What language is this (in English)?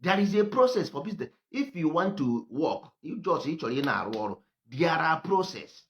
Igbo